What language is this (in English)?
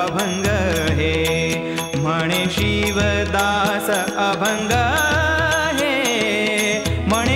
Marathi